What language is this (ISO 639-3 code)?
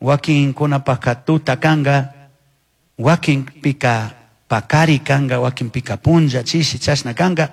qug